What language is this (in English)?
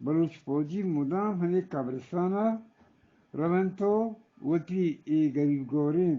Eastern Balochi